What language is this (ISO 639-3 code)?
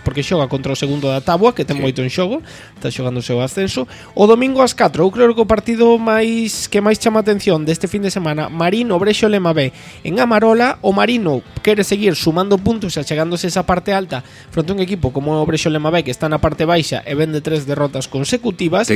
glg